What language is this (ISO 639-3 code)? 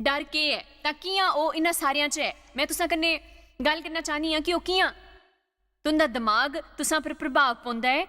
doi